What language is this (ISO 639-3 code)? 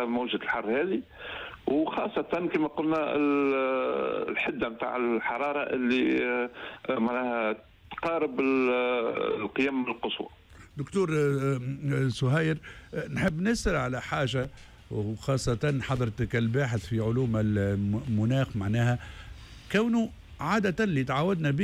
aeb